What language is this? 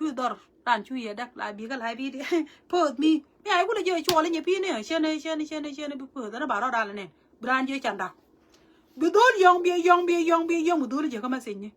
Nuer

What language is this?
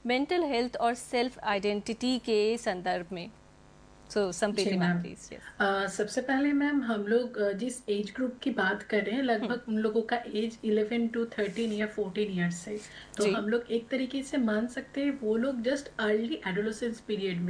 Hindi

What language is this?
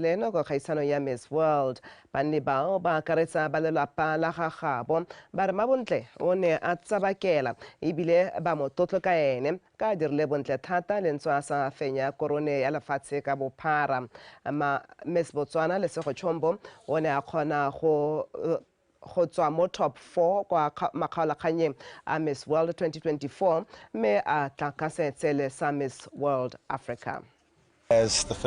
Tswana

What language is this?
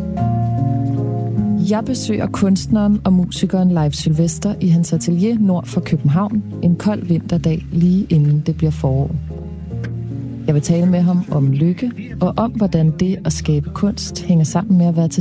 Danish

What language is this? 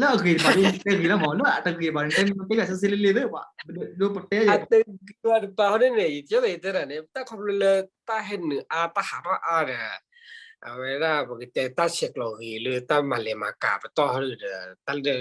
S'gaw Karen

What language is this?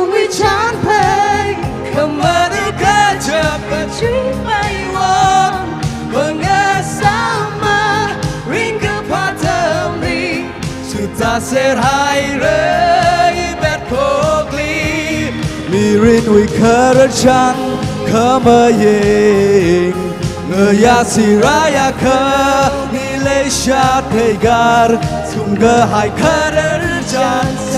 Tangkhul Naga (India)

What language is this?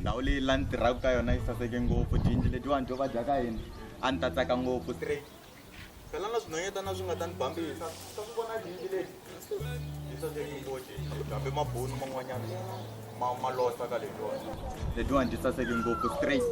Tsonga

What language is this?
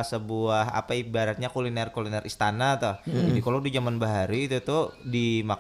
Banjar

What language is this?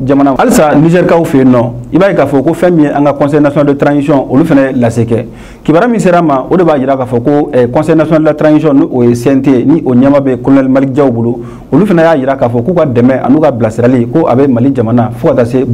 Bambara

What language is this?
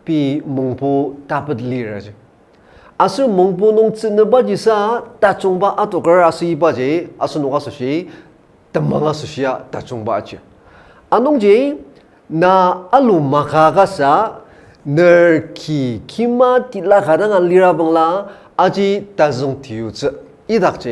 Ao Naga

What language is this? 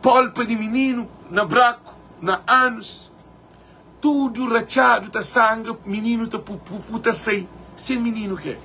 Kabuverdianu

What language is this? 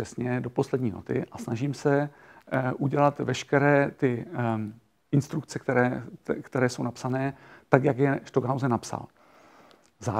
Czech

